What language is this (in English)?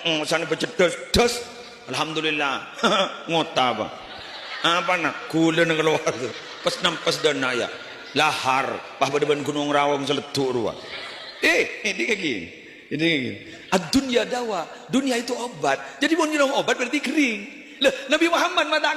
Madurese